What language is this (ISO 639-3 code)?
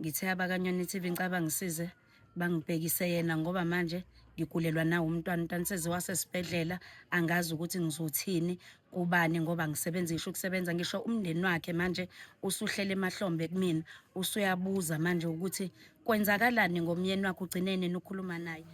zul